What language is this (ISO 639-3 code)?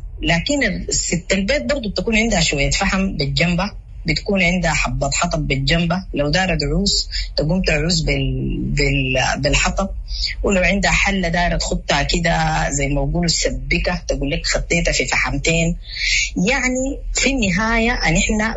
apd